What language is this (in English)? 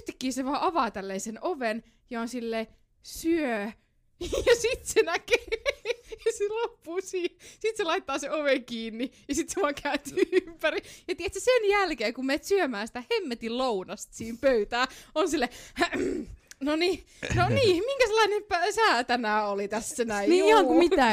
Finnish